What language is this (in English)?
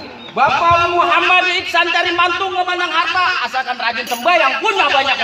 Betawi